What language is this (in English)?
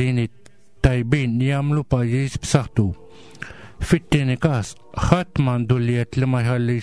Maltese